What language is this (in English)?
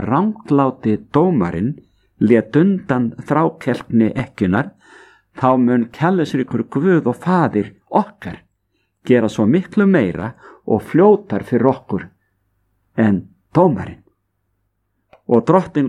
Icelandic